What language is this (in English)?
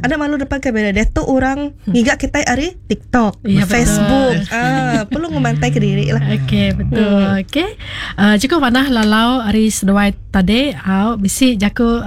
Iban